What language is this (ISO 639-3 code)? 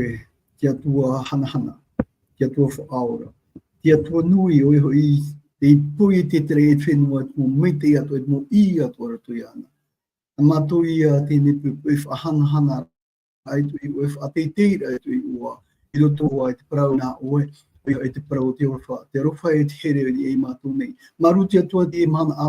tah